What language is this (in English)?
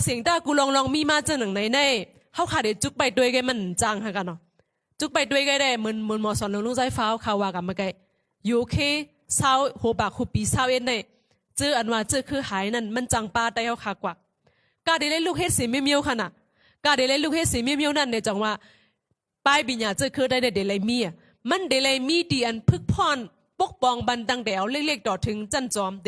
Shan